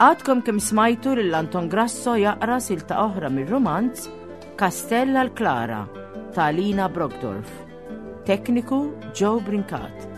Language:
Maltese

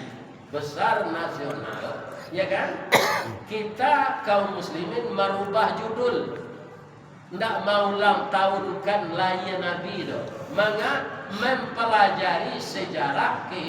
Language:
Minangkabau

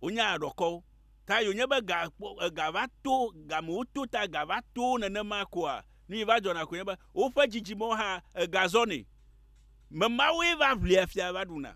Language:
Ewe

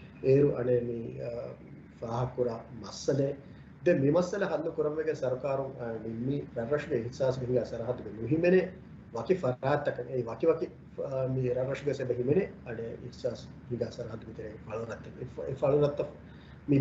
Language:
Divehi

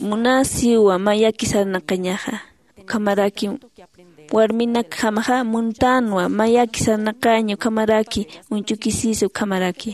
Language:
Aymara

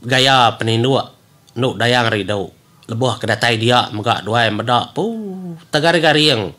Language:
Iban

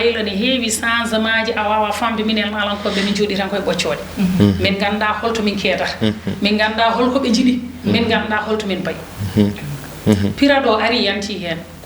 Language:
Fula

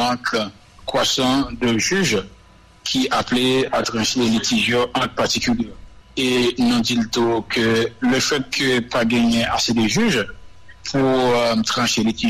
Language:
Haitian Creole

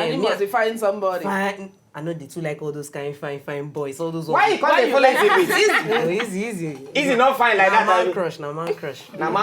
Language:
Nigerian Pidgin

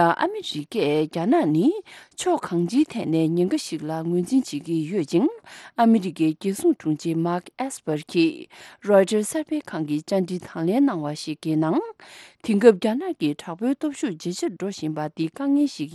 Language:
Tibetan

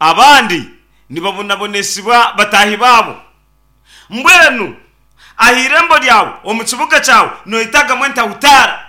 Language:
Nyankole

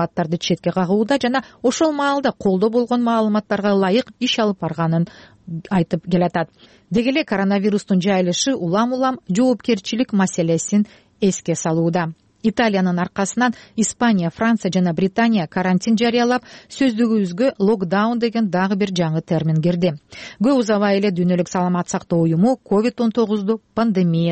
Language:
Kyrgyz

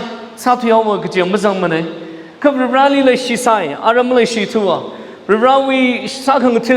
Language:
Tangkhul Naga (India)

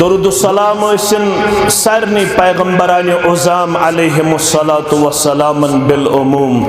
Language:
Kashmiri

